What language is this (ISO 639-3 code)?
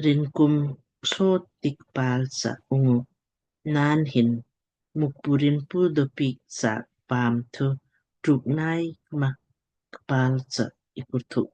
lmk